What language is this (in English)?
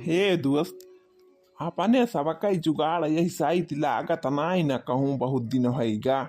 Awadhi